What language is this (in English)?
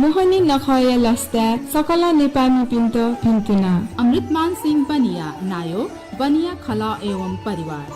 Newari